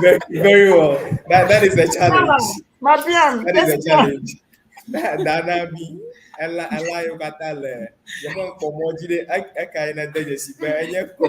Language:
Ewe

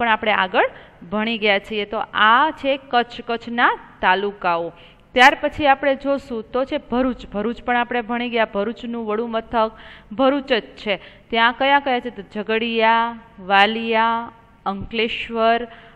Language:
Gujarati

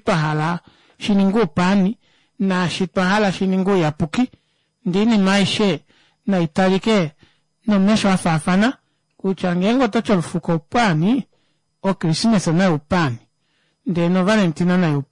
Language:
Kuanyama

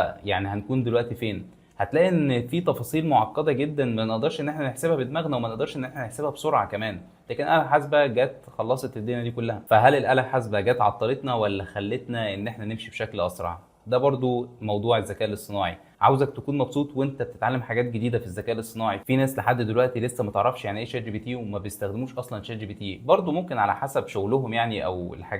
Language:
Egyptian Arabic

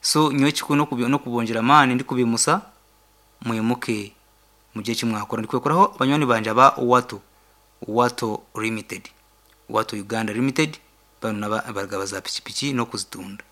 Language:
Nyankole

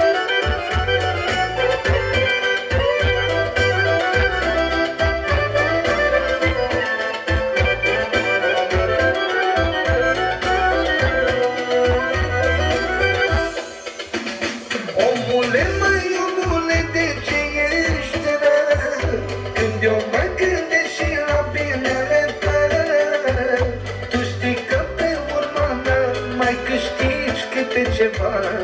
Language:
Romanian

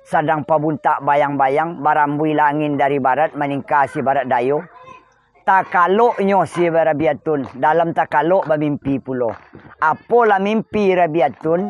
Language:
Minangkabau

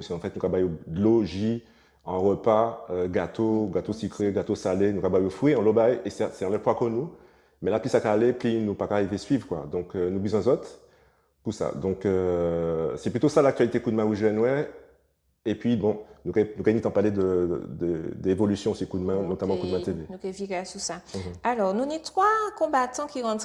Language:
Guadeloupean Creole French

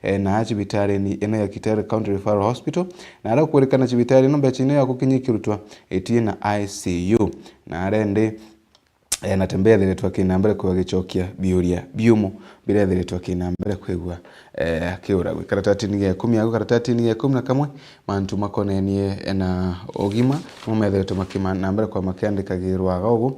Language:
Meru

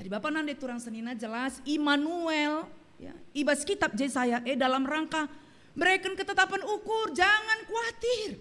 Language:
Batak Karo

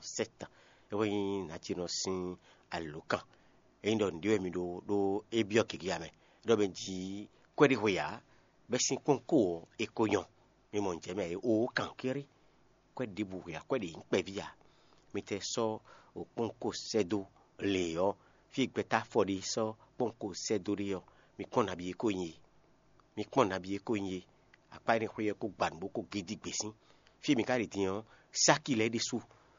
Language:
Fon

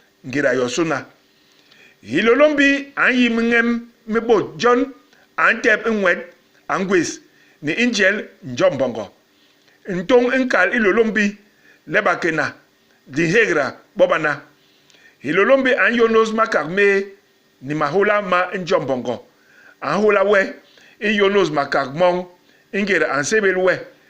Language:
Basaa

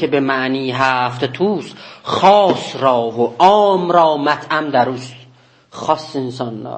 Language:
South Azerbaijani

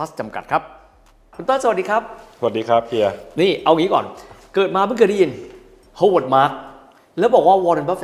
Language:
Thai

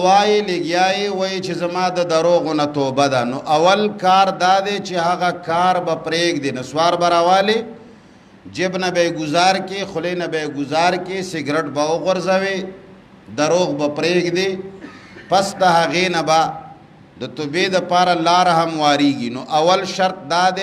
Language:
Pashto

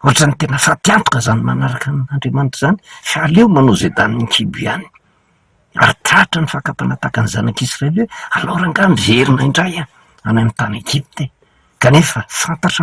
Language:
Malagasy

